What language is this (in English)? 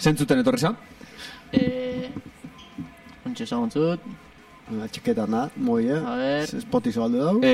Basque